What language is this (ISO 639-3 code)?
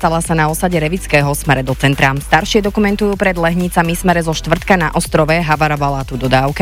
slk